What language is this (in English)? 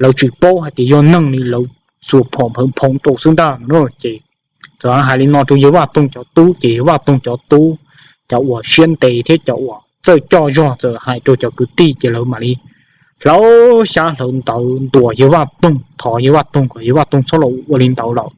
Hmong